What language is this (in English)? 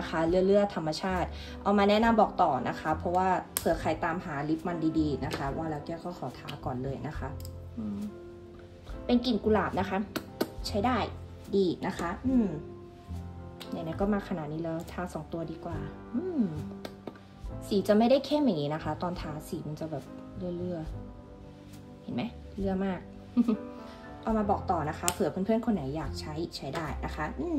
Thai